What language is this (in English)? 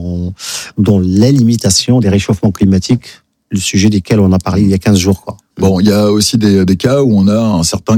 French